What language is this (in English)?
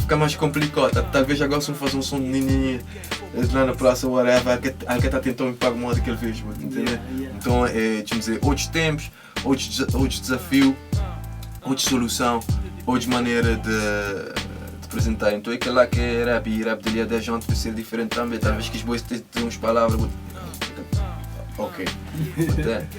Kabuverdianu